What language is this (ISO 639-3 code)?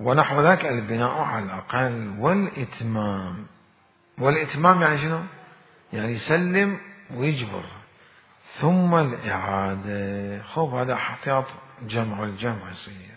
acm